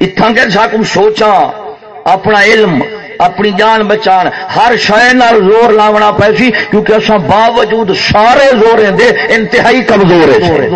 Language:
Saraiki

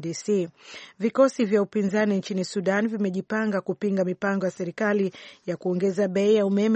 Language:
Swahili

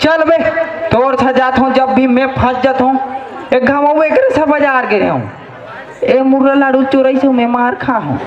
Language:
Chhattisgarhi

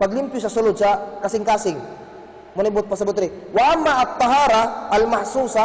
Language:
Cebuano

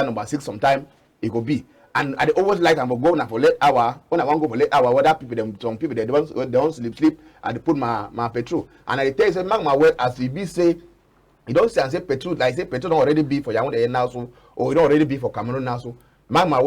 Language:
Cameroon Pidgin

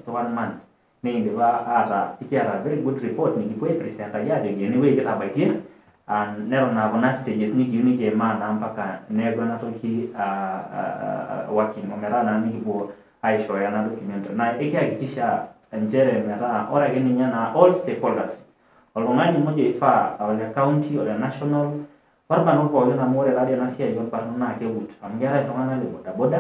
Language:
Masai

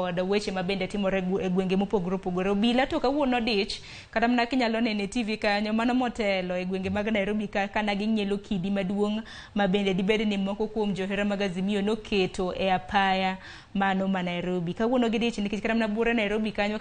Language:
Luo (Kenya and Tanzania)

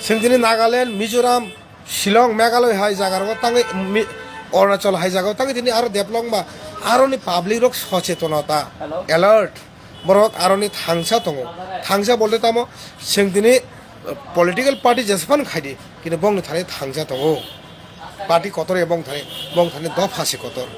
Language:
Kok Borok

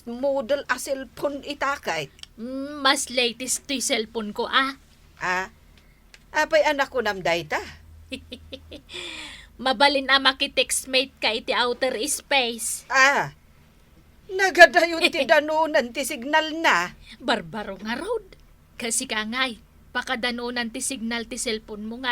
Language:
Iloko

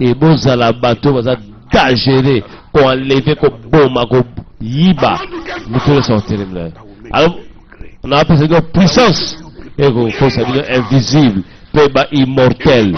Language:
Lingala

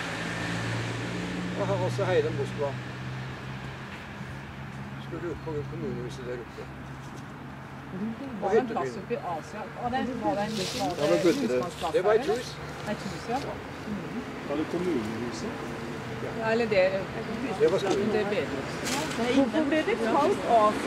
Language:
Norwegian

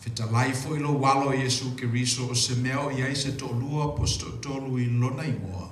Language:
Samoan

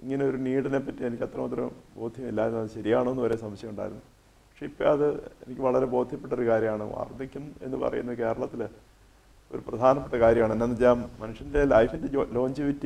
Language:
Malayalam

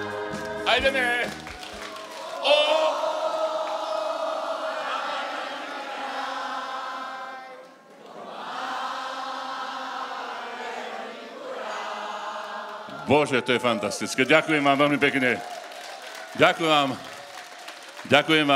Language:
Slovak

